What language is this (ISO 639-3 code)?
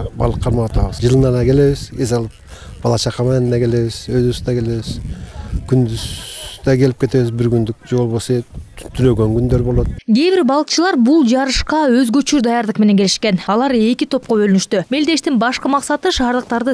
kir